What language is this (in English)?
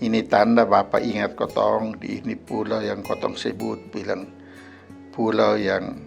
Kupang Malay